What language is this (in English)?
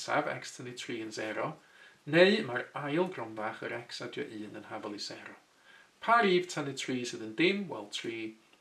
Welsh